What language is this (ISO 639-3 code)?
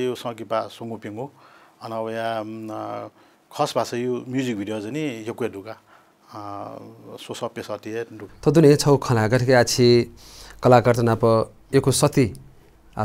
new